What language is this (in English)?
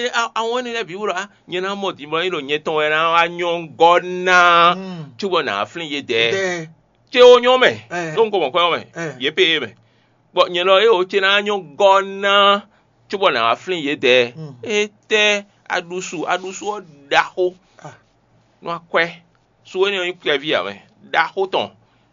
Fon